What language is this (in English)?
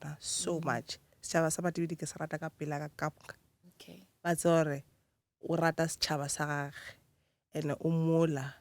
Northern Sotho